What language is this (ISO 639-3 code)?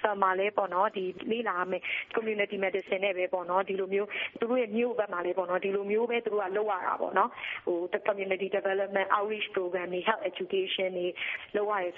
mya